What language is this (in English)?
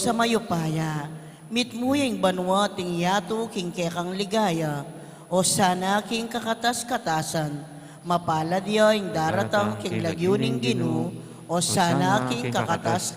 Pampanga